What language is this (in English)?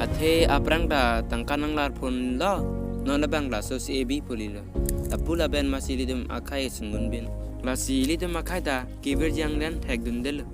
Karbi